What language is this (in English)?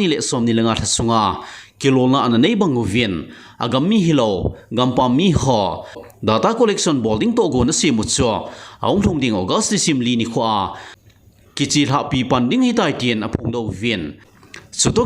Thado Chin